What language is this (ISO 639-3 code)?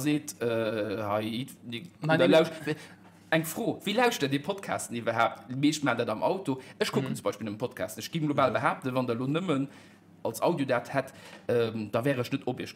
ltz